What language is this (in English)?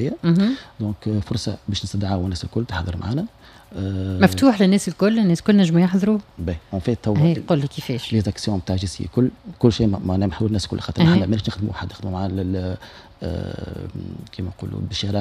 Tunisian Arabic